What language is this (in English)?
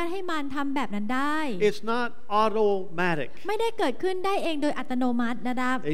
Thai